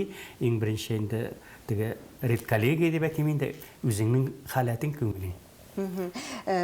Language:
Tatar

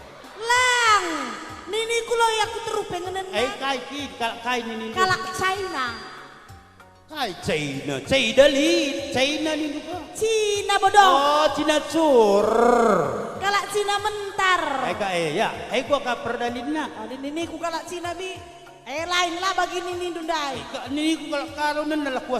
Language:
Batak Karo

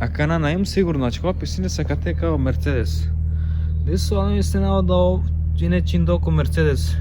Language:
Romany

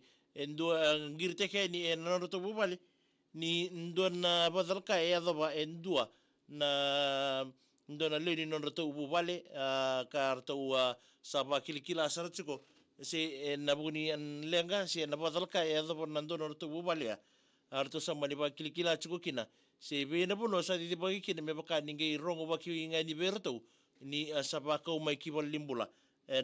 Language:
Fijian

